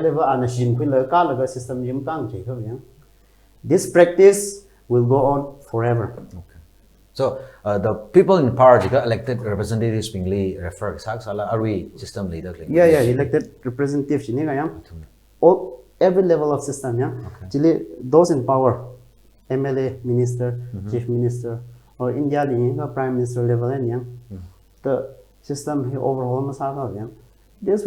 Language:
Tangkhul Naga (India)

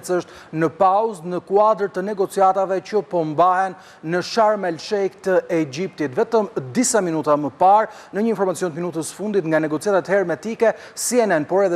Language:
Albanian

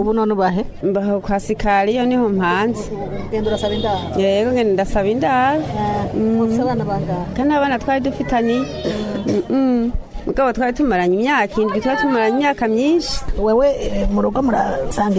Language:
Rundi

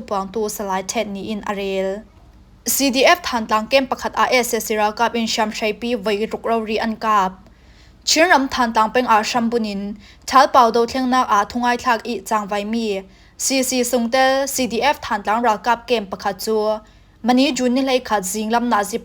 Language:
Falam Chin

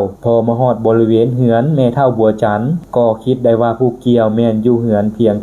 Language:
Lao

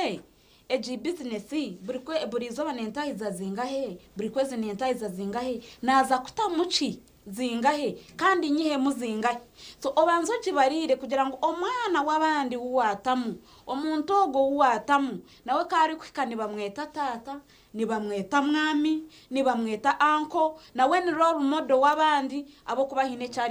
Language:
Nyankole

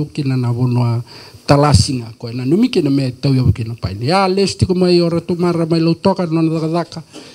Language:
Fijian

